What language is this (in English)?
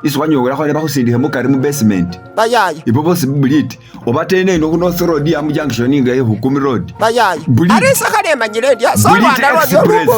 Masaaba